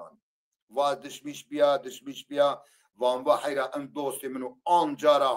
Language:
Zaza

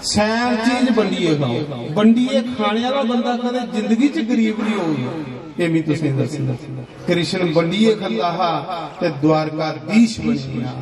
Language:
Dogri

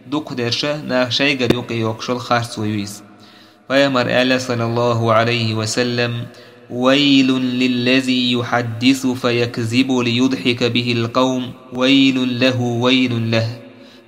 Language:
Chechen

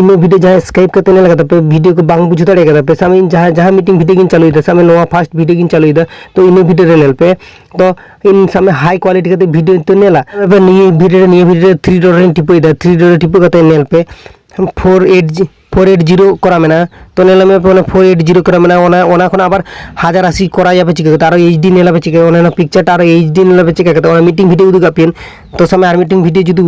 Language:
Santali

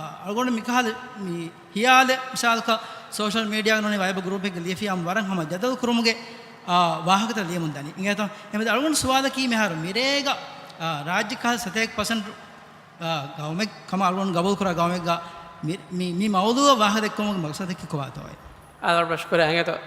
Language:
Divehi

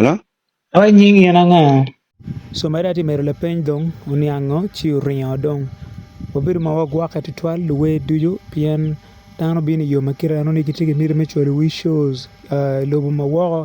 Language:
Acoli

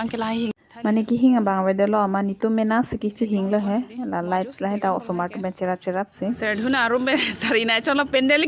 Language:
Karbi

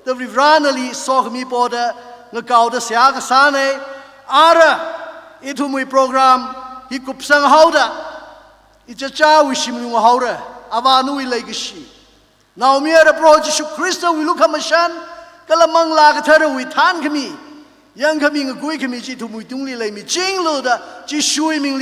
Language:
Tangkhul Naga (India)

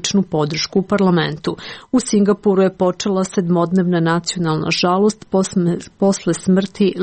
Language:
Serbian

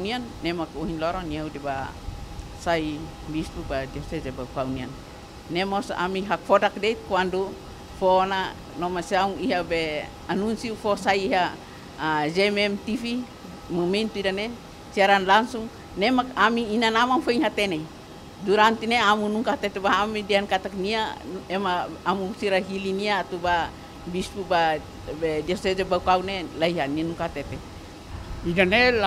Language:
Tetum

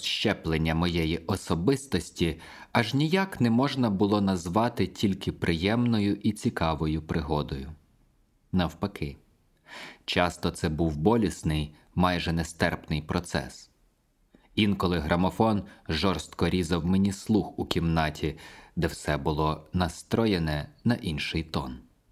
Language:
Ukrainian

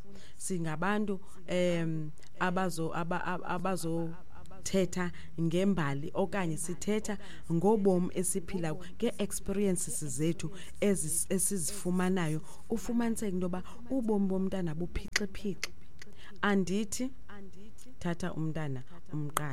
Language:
Xhosa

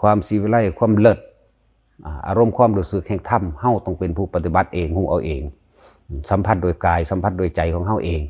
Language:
Lao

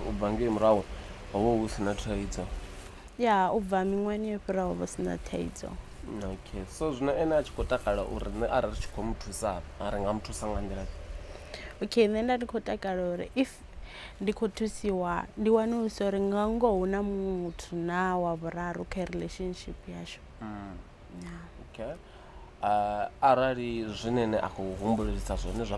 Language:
Venda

